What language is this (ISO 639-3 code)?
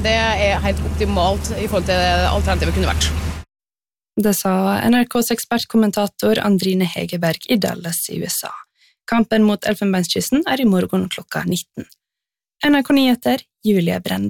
nor